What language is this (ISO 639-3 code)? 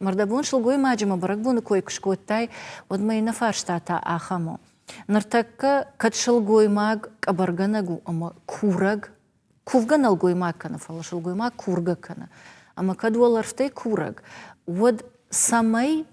oss